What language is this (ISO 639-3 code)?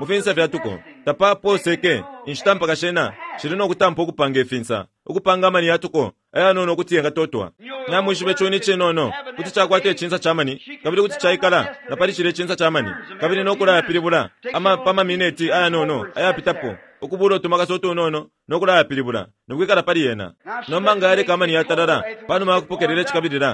bem